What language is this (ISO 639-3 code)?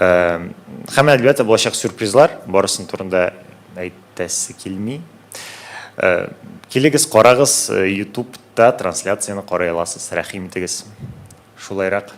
tat